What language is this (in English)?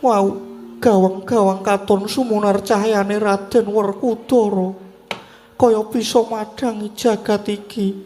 Javanese